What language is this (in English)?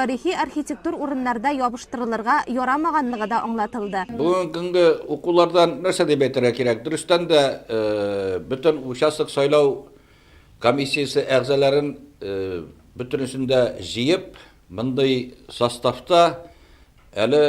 Tatar